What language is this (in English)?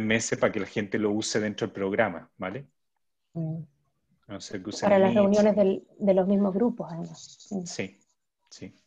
Spanish